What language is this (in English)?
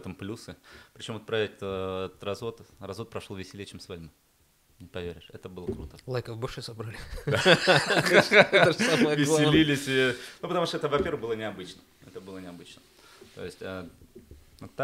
Russian